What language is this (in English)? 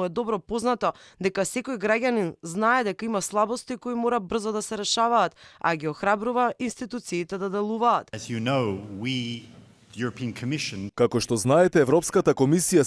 Macedonian